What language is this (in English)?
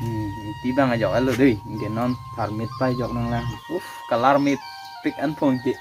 Karbi